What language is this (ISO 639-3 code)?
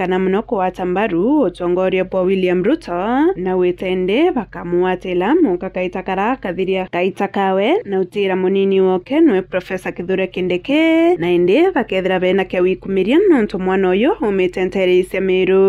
mer